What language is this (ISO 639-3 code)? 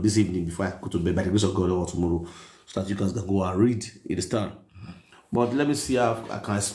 pcm